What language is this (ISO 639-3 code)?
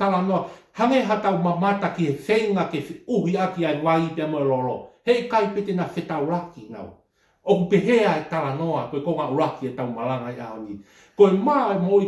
ton